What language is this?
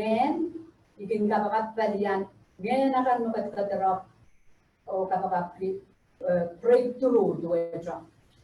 Pohnpeian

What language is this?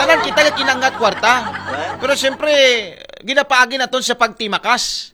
Aklanon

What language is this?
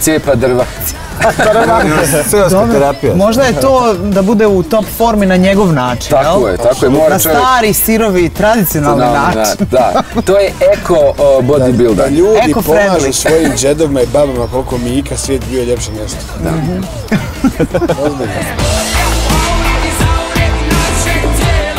Bosnian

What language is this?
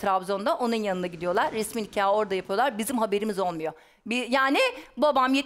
Turkish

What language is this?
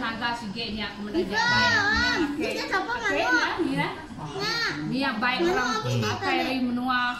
Iban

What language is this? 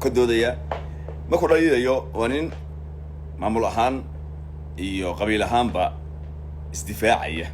Somali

